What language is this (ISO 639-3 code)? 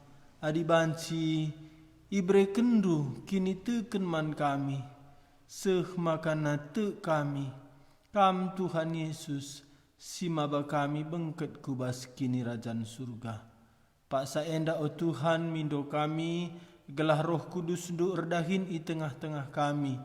btx